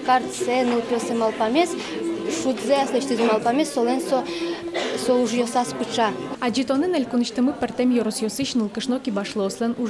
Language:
Udmurt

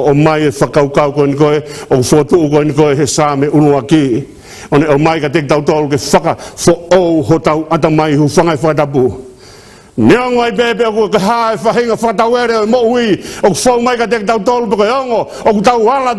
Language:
Tongan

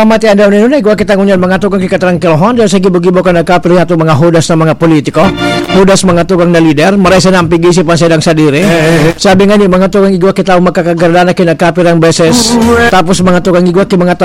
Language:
Bikol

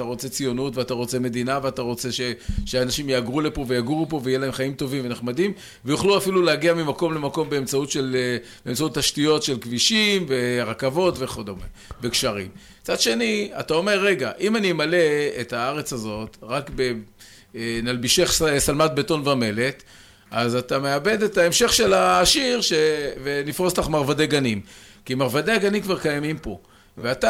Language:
Hebrew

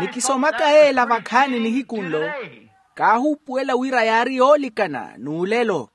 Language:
Makhuwa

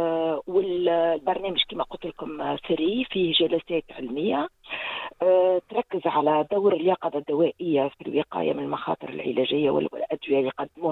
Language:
Tunisian Arabic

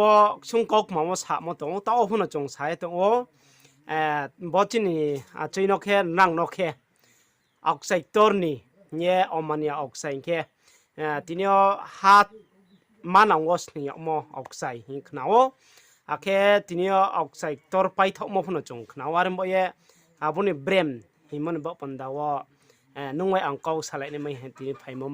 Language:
Riang (India)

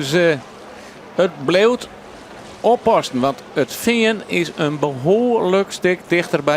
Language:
Western Frisian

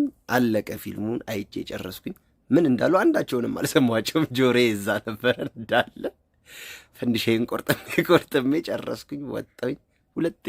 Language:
Amharic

